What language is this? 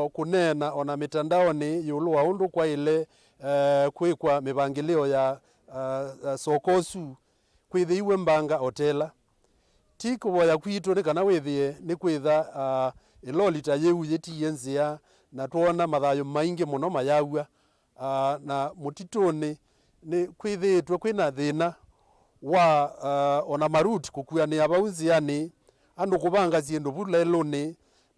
Kamba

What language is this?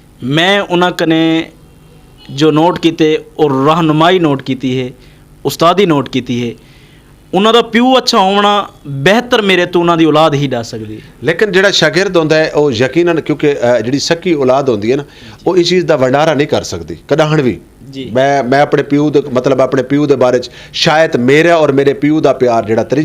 Western Panjabi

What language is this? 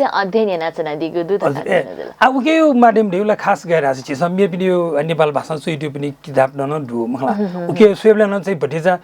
Newari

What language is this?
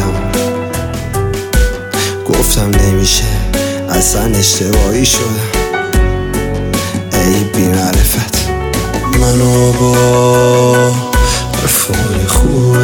Persian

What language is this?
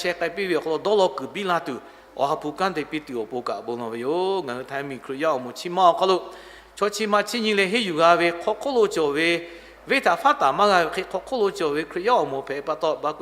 Lahu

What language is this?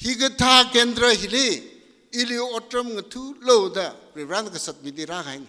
Tangkhul Naga (India)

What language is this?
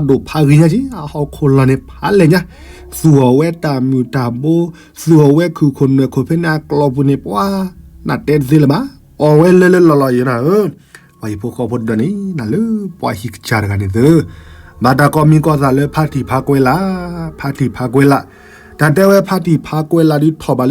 S'gaw Karen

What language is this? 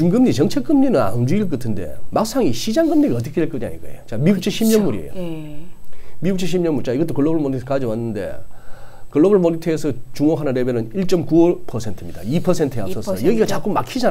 Korean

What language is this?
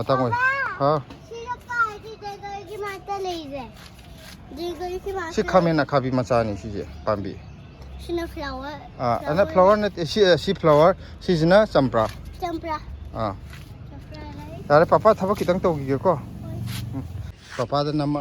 Manipuri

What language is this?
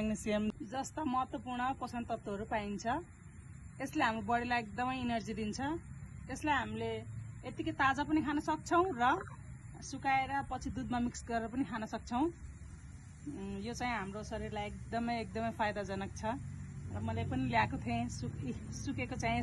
Nepali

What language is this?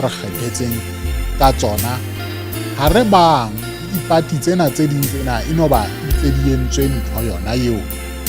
Southern Sotho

